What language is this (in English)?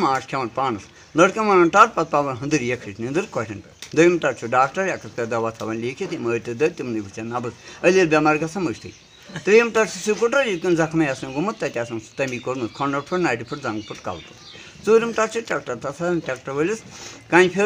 Kashmiri